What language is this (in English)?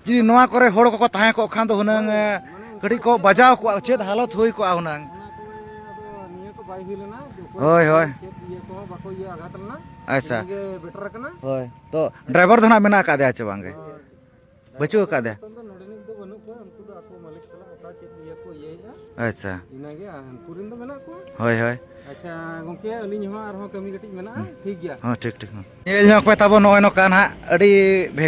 Santali